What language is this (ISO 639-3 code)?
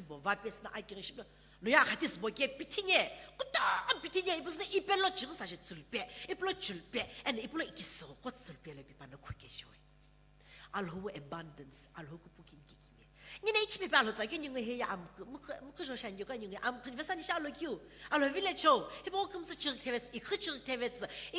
nsm